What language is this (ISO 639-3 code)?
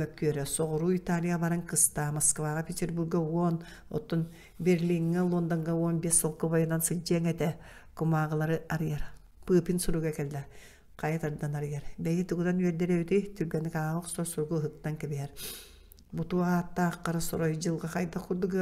sah